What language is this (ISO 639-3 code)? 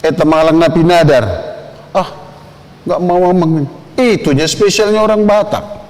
bbc